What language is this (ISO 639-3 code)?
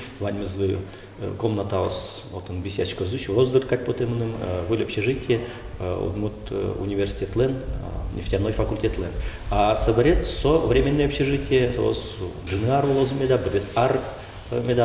udm